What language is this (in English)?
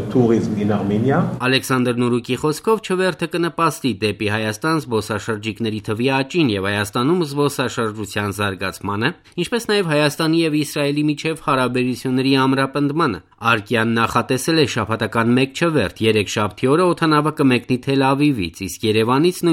Armenian